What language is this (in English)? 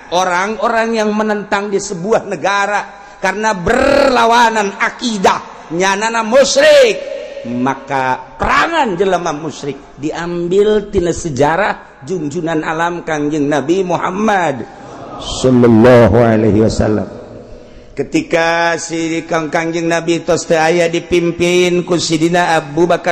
Sundanese